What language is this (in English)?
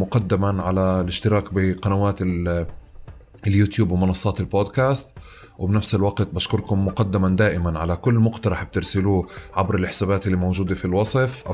North Levantine Arabic